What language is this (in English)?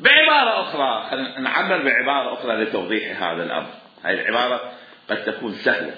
Mesopotamian Arabic